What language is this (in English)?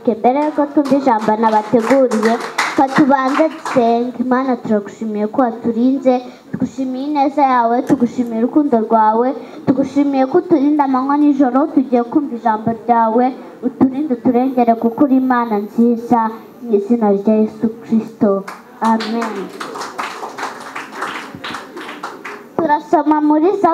Kinyarwanda